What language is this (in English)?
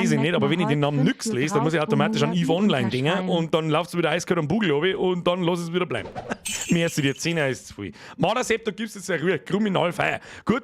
Bavarian